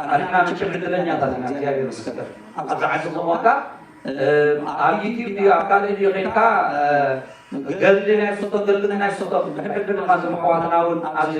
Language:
Tigrinya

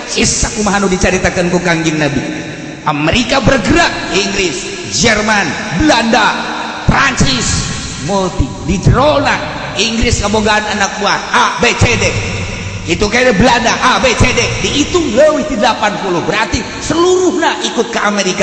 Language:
Sundanese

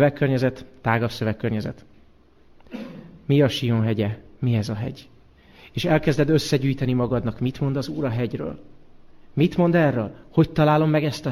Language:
Hungarian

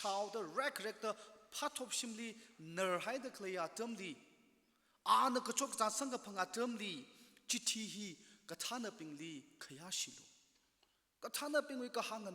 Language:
Tangkhul Naga (India)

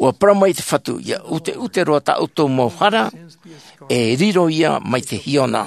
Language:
Tahitian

